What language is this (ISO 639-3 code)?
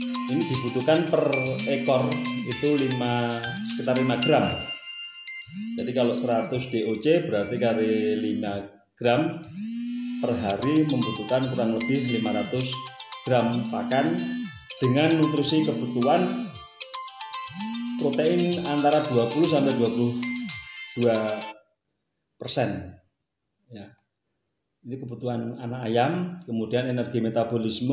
ind